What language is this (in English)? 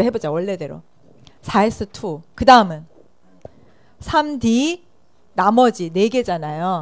Korean